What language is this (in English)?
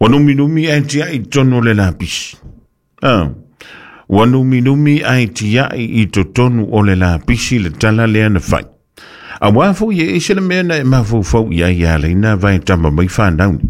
Samoan